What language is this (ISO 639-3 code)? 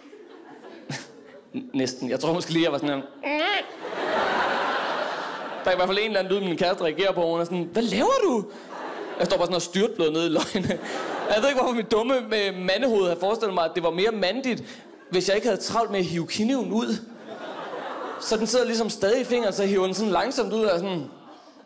dan